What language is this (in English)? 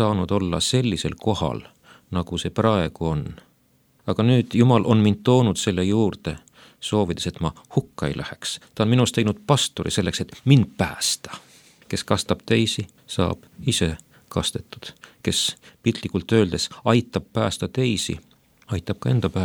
Estonian